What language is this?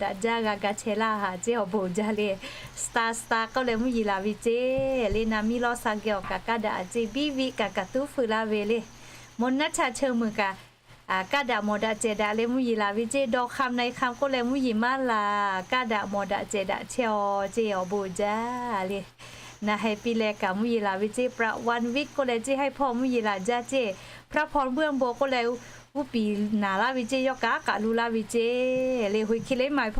Lahu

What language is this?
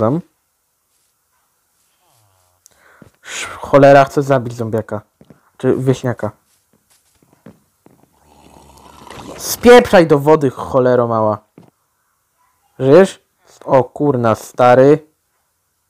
Polish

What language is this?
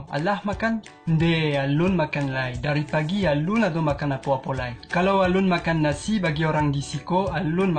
Minangkabau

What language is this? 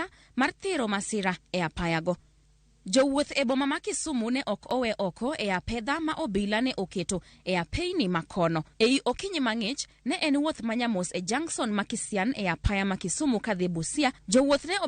Luo (Kenya and Tanzania)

